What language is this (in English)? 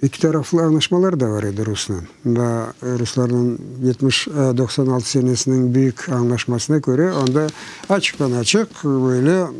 Crimean Tatar